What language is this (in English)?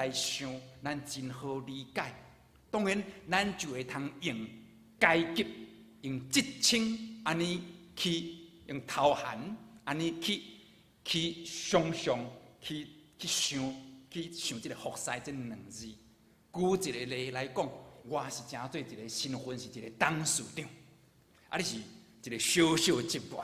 Min Nan Chinese